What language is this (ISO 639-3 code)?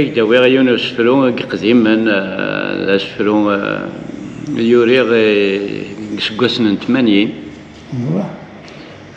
kab